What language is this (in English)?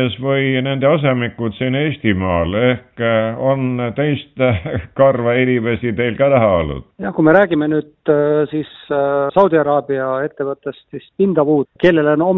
Estonian